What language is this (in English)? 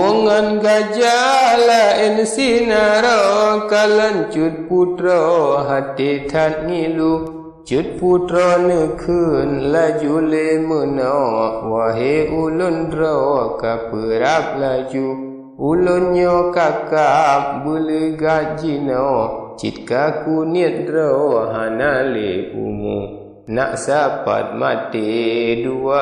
Achinese